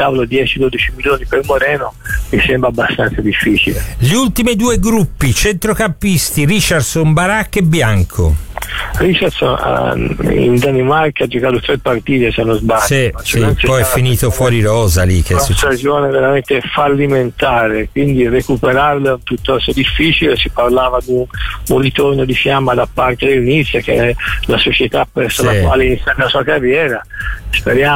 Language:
Italian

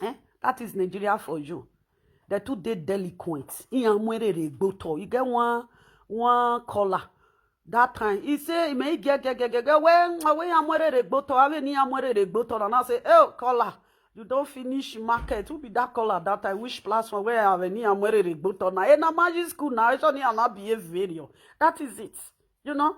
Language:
Nigerian Pidgin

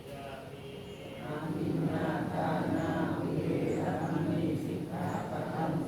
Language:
Pali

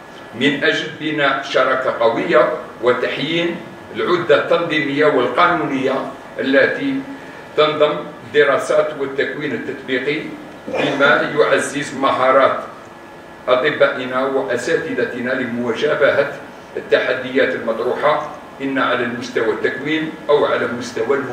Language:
Arabic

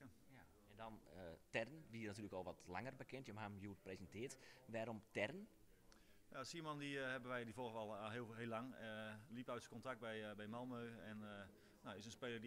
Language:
Western Frisian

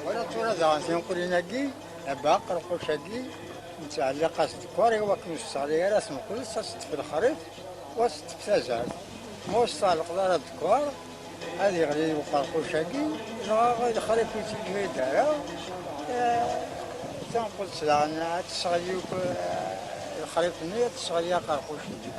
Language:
Kabyle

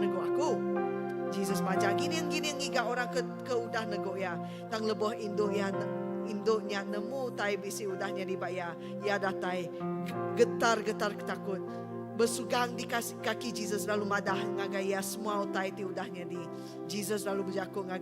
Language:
Iban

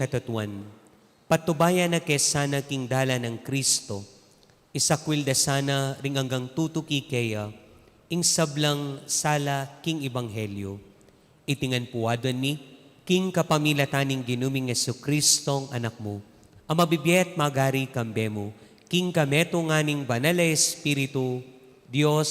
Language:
Pampanga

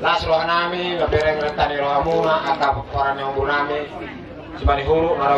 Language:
Batak Toba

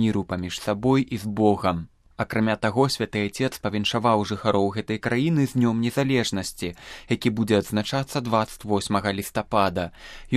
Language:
Belarusian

